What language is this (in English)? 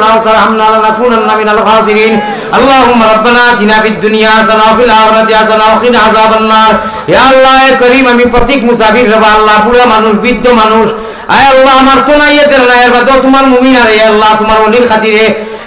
Sylheti